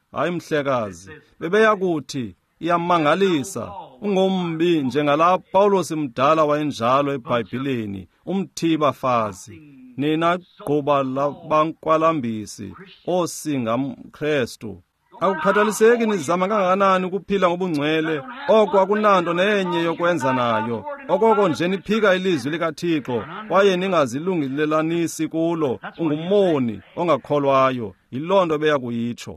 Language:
Xhosa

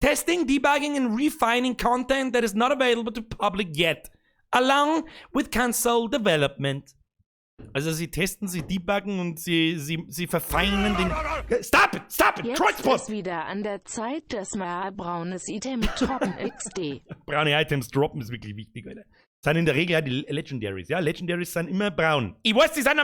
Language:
Bavarian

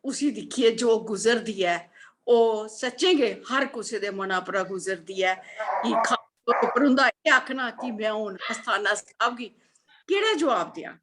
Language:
Dogri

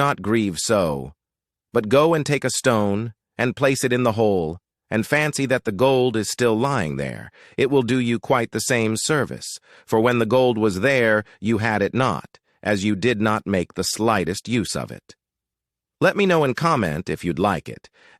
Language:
English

